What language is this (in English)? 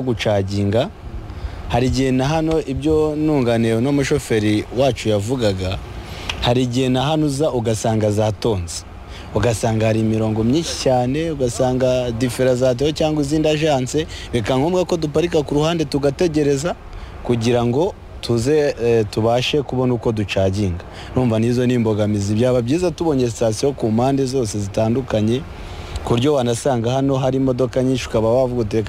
Kinyarwanda